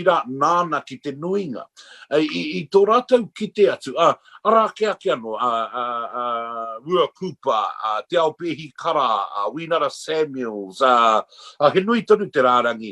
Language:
Māori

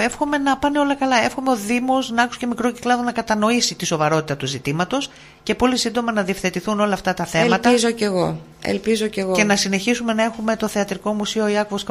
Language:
Greek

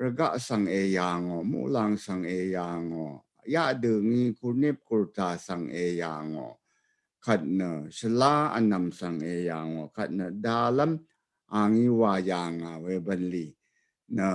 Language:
Rawang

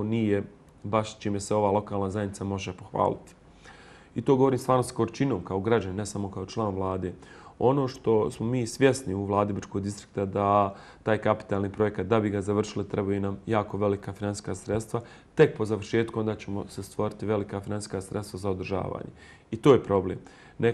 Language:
Bosnian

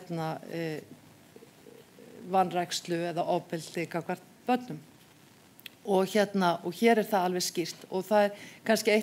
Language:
Icelandic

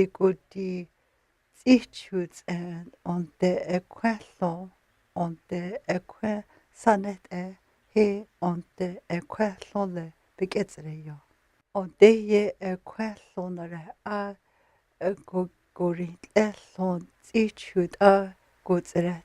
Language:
North Slavey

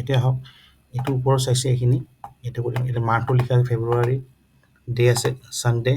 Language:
Assamese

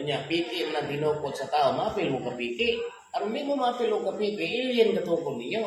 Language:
Cebuano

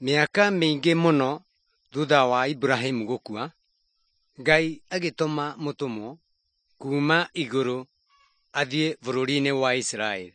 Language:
Kikuyu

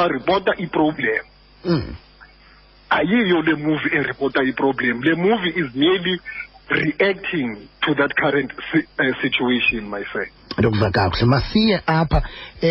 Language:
Xhosa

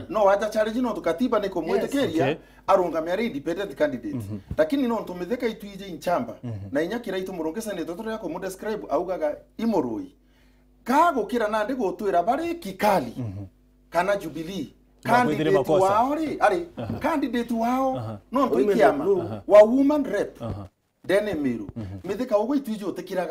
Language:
Meru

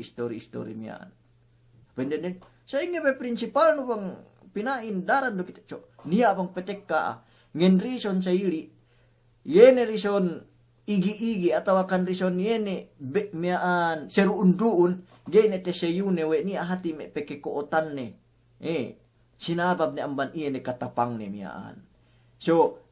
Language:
Yakan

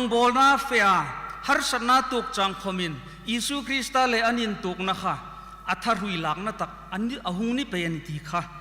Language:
Hmar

